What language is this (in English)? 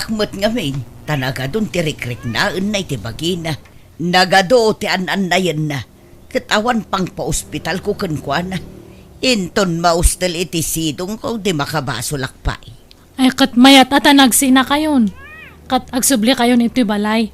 Iloko